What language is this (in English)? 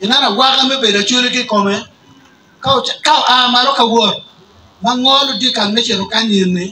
Acoli